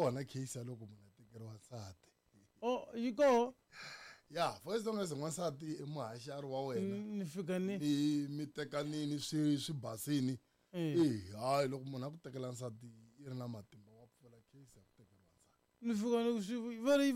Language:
Tsonga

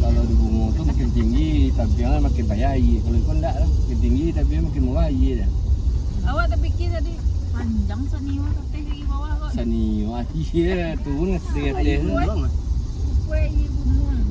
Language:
Minangkabau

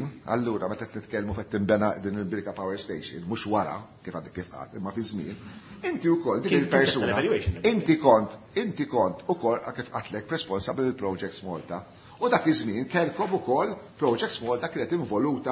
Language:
Maltese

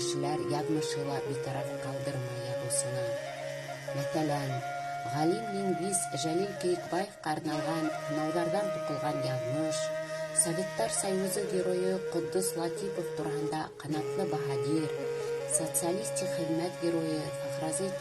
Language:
Bashkir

